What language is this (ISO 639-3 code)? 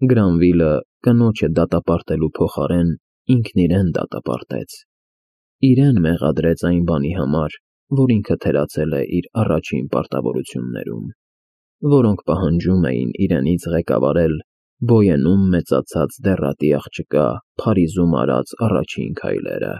hye